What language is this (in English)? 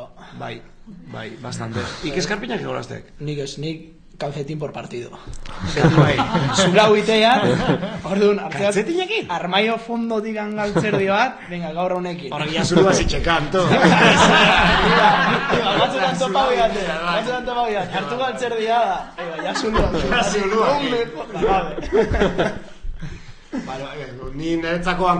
Basque